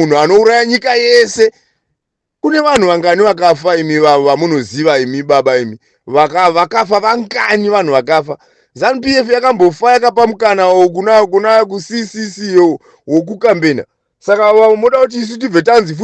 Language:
Shona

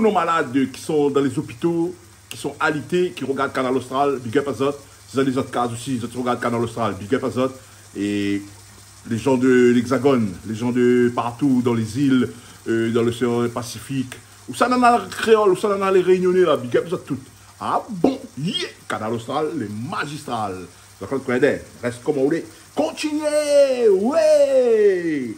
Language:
Réunion Creole French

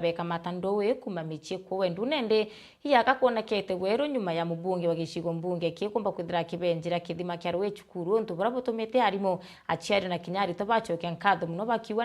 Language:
Meru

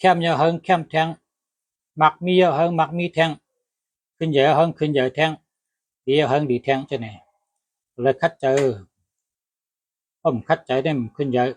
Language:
Shan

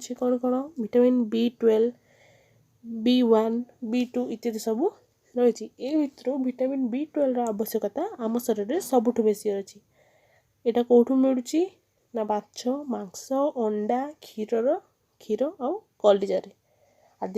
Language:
Odia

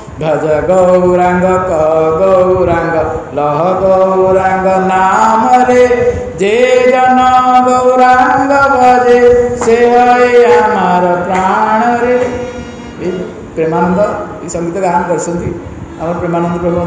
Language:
Odia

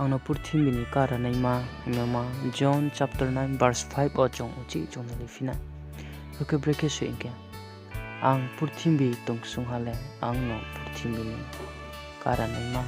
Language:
Riang (India)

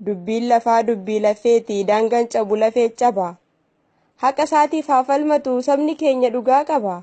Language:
Oromo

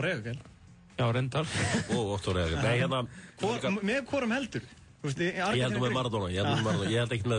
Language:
Icelandic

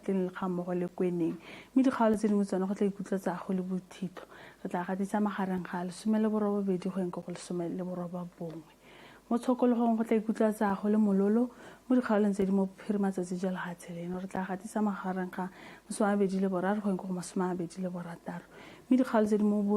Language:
Tswana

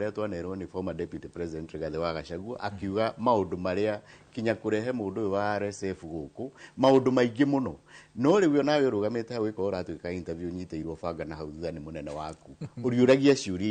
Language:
Kikuyu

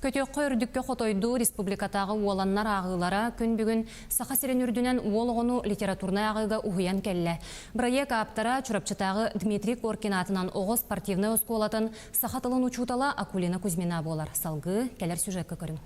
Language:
Yakut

